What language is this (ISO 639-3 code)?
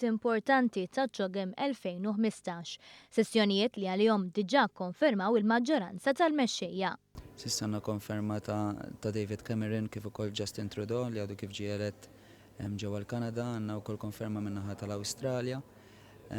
mlt